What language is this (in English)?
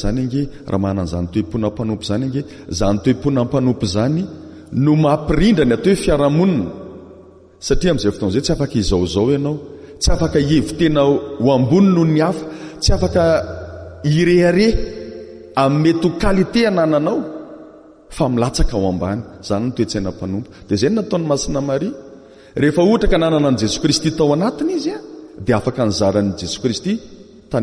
Malagasy